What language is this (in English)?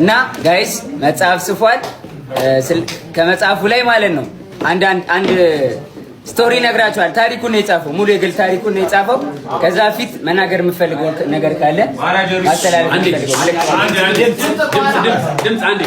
Amharic